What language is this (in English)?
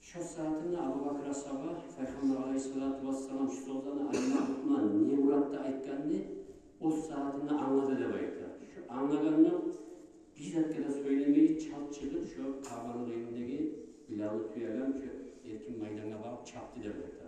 Kumyk